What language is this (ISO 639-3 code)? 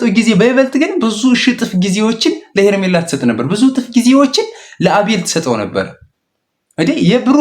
amh